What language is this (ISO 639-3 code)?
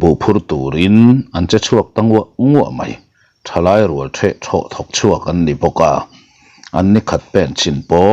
lus